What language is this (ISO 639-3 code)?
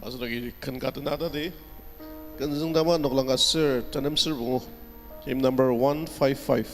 njo